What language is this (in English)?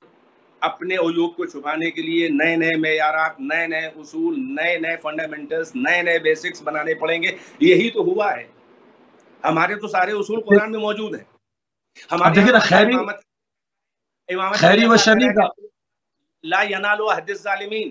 Urdu